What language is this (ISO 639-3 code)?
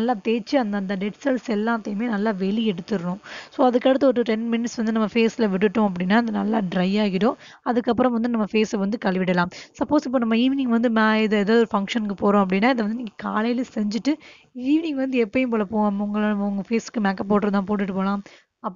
tam